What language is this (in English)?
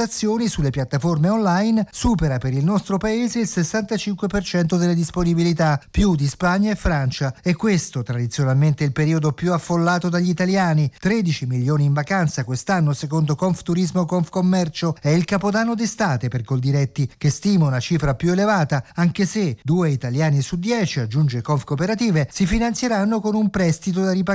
Italian